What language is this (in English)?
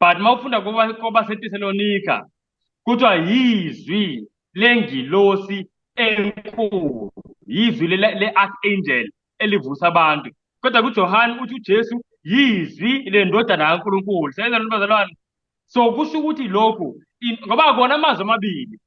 Zulu